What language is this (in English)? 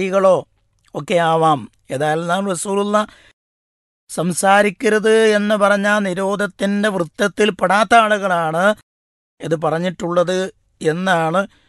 Malayalam